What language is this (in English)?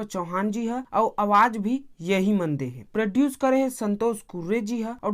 Chhattisgarhi